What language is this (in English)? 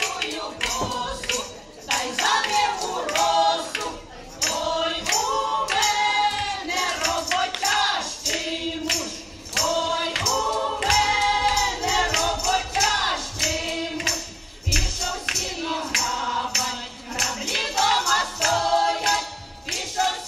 Ukrainian